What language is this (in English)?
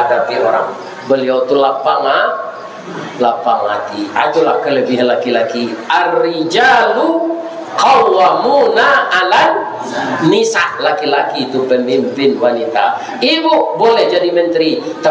Minangkabau